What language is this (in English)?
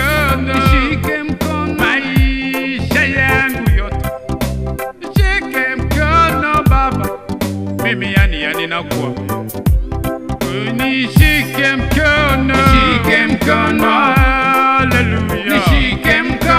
Swahili